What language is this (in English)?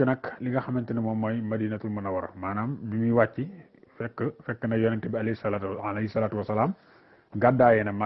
Wolof